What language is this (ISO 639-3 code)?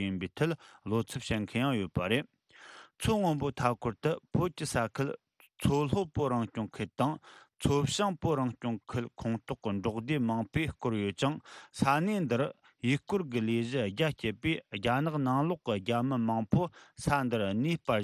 bod